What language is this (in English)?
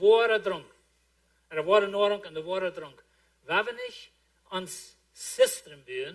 Plautdietsch